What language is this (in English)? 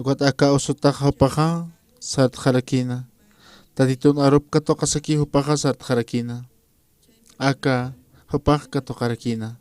Aymara